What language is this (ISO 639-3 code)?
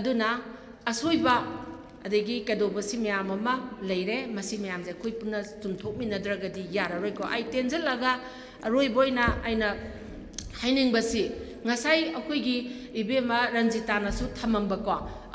mni